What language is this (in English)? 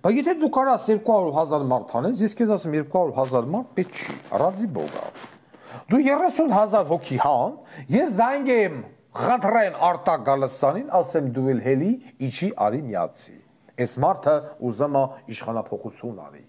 Armenian